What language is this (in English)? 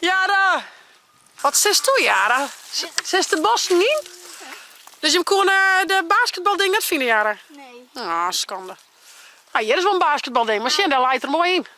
Western Frisian